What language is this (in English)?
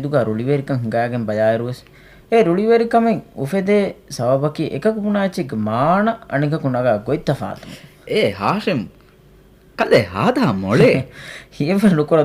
Divehi